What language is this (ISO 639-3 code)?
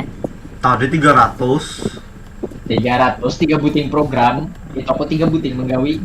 bjn